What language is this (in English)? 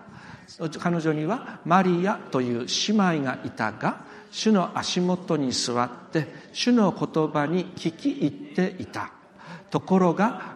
Japanese